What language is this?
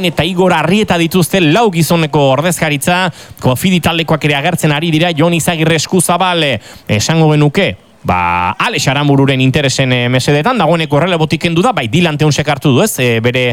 Basque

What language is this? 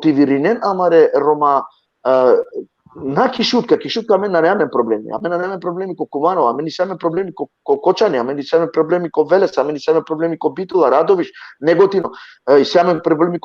Balkan Romani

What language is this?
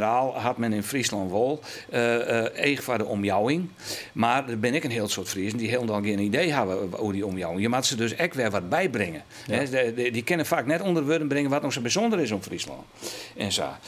Western Frisian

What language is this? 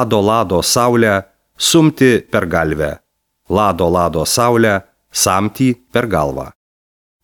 Lithuanian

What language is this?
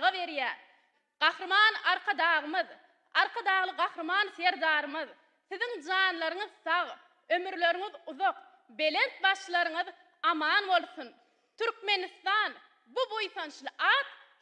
Turkmen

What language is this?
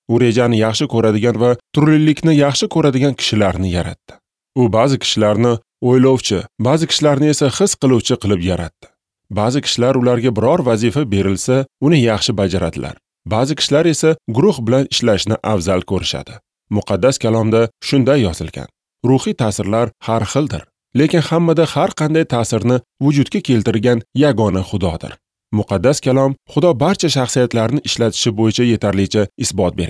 Uzbek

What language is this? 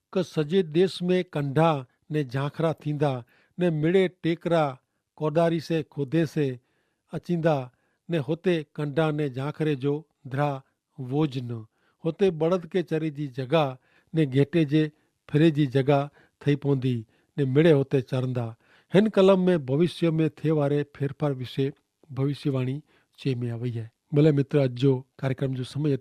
Kachhi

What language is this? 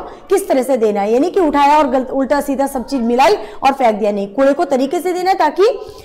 Hindi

